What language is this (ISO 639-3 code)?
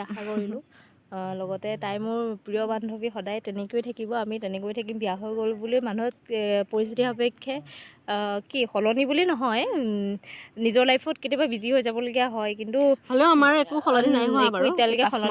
asm